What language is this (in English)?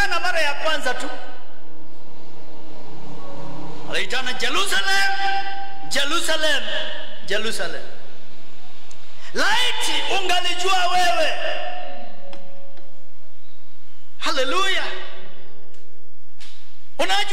Swahili